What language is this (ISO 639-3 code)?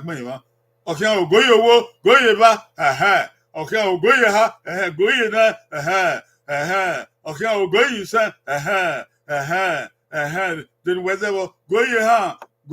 bin